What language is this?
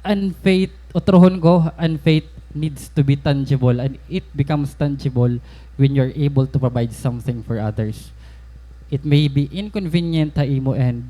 Waray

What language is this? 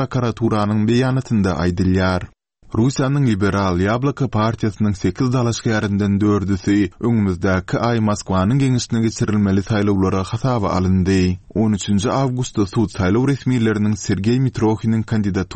Turkmen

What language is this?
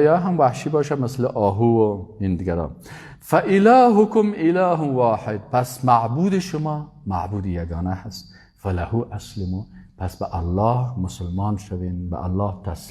Persian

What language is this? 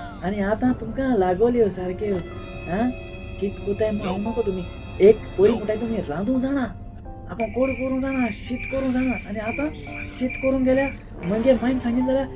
Konkani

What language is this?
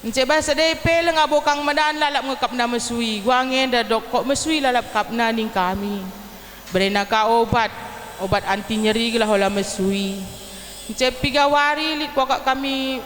Batak Karo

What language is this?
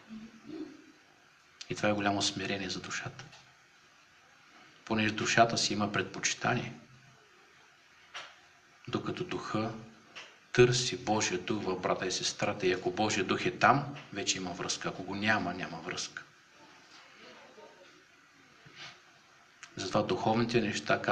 Bulgarian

